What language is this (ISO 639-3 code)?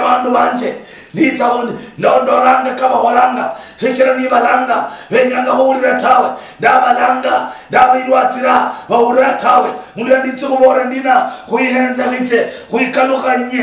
luy